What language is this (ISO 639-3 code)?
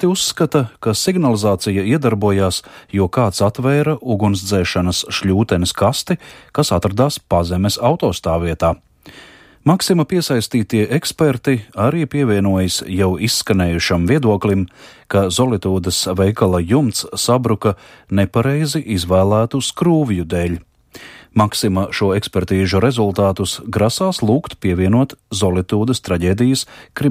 lav